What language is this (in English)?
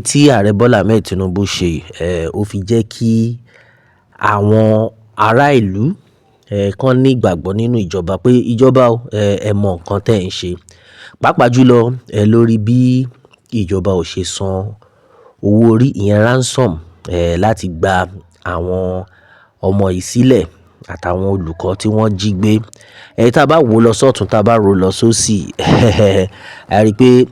Yoruba